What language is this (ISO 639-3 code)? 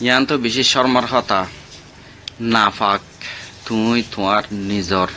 rhg